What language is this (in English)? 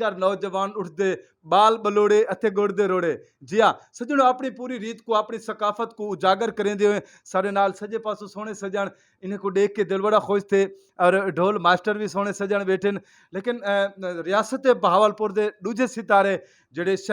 Saraiki